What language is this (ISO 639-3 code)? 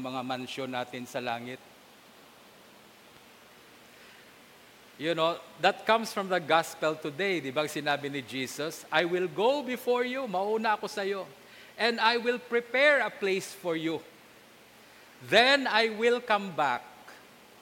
fil